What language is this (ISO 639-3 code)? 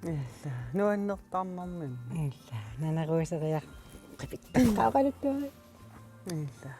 kal